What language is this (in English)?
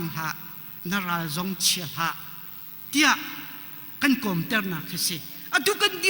Hakha Chin